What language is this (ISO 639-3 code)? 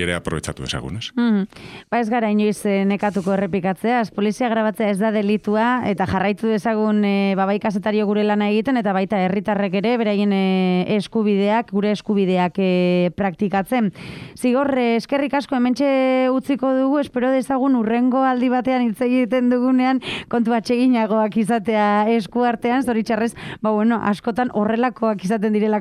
eus